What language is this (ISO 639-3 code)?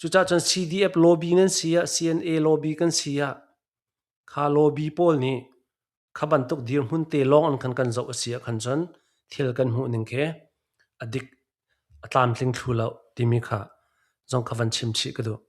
cnh